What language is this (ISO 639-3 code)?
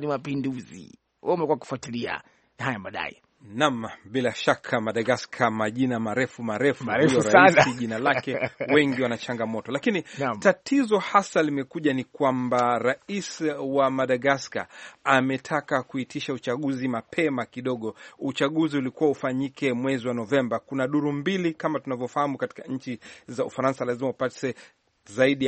swa